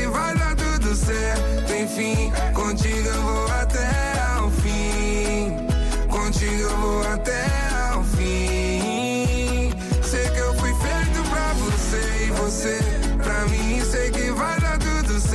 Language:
Portuguese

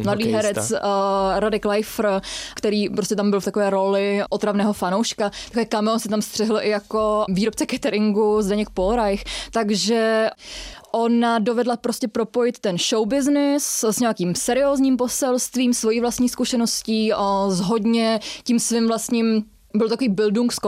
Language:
Czech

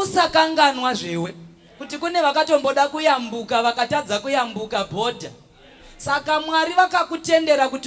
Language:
Shona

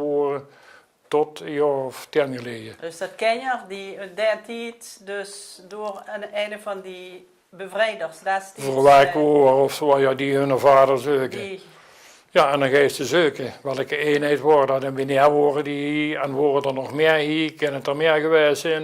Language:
Limburgish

